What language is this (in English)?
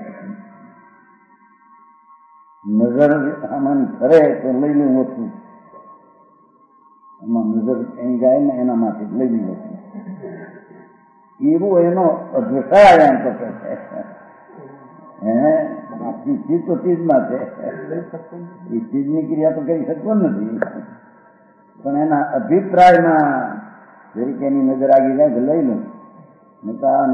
Gujarati